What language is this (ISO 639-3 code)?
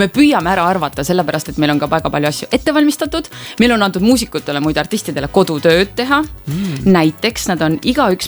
est